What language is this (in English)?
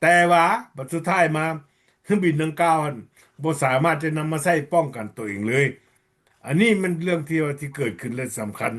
Lao